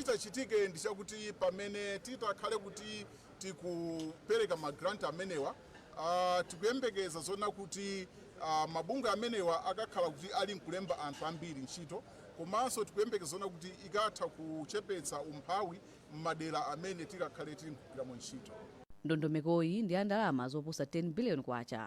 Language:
Nyanja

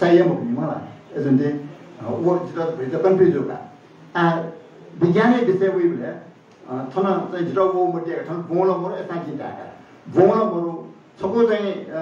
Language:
Newari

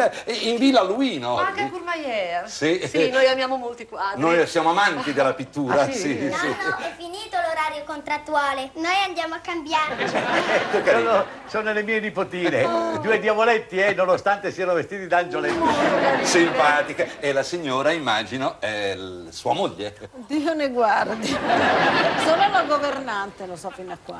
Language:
Italian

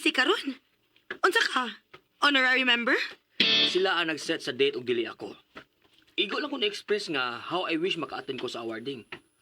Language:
Cebuano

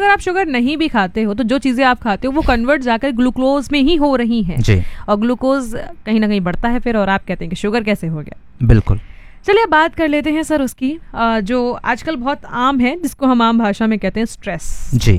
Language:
Hindi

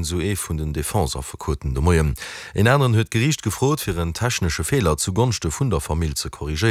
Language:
Luxembourgish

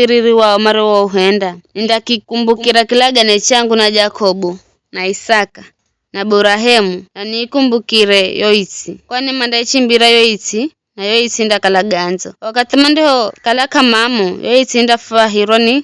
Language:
Giryama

